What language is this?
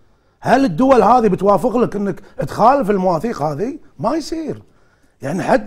Gulf Arabic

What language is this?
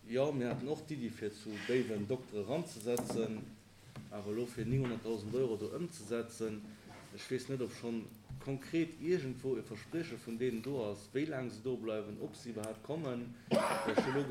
Luxembourgish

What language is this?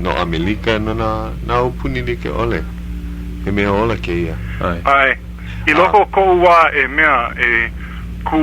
Hawaiian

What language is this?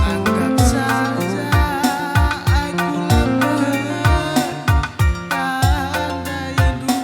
Batak Karo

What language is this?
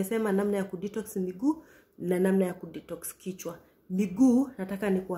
Swahili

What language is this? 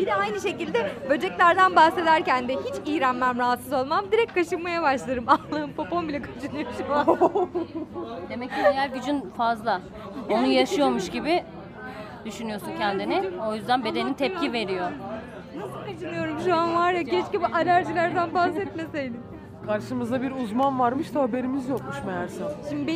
Turkish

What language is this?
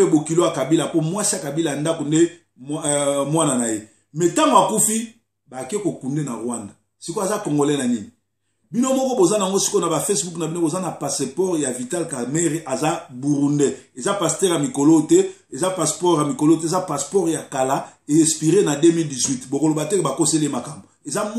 Lingala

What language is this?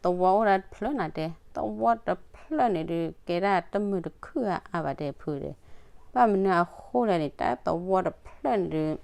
S'gaw Karen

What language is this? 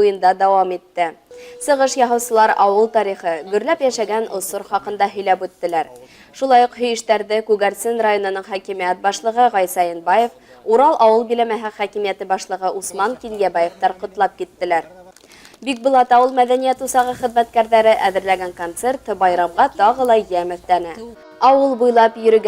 Bashkir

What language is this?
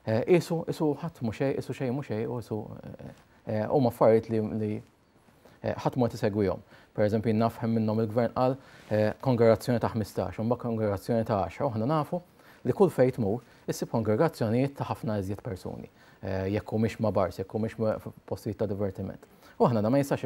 Maltese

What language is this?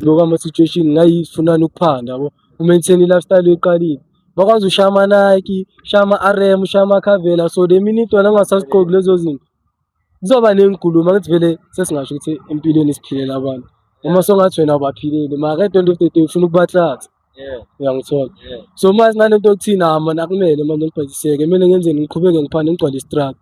Zulu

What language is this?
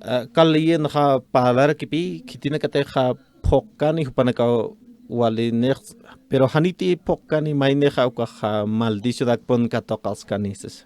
Aymara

